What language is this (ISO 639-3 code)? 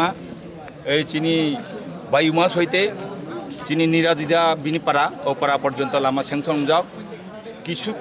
trp